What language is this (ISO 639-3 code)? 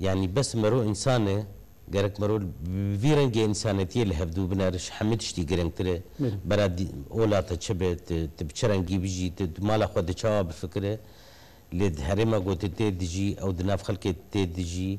kur